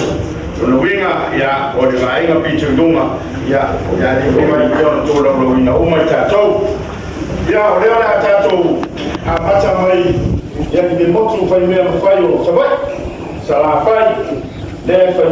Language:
Samoan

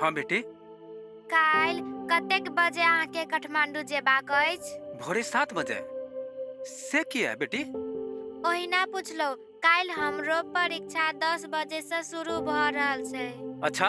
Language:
Maithili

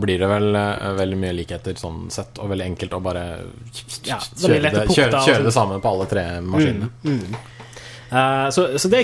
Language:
Norwegian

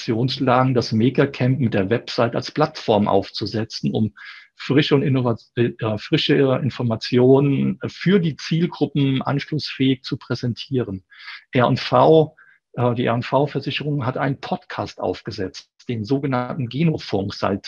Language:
German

